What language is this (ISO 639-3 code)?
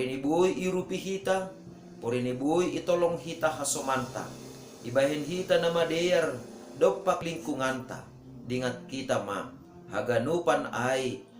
bts